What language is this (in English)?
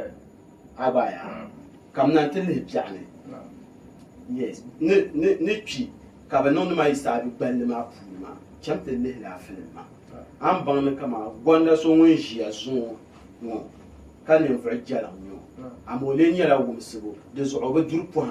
Dagbani